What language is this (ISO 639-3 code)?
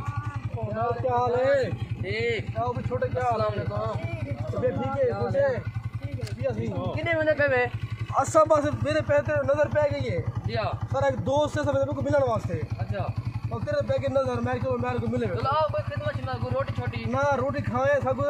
skr